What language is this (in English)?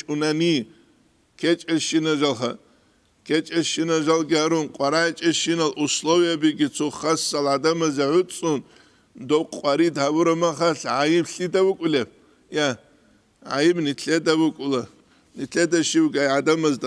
Avaric